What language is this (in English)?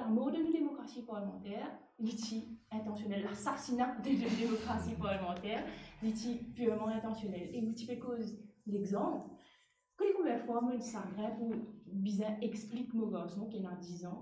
Morisyen